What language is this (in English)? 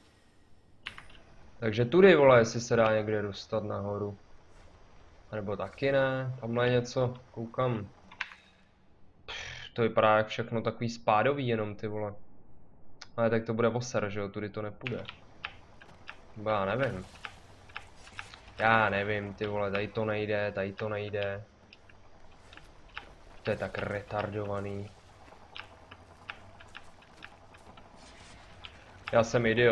Czech